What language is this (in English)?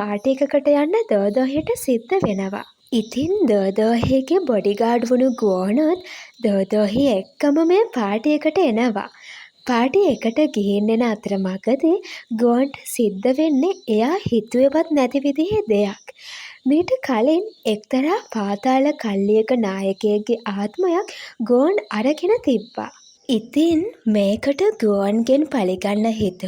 Sinhala